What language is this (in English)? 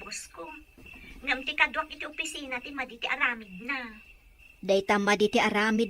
Iloko